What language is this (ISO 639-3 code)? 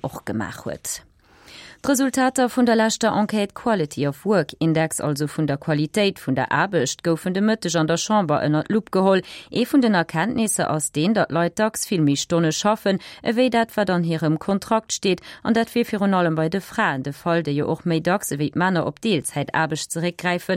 ltz